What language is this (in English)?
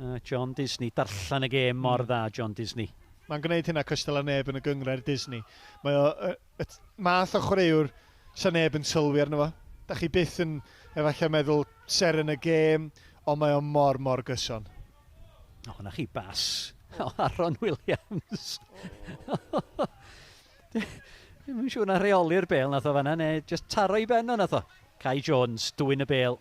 Welsh